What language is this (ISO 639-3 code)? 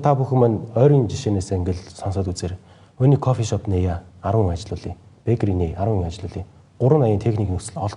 mon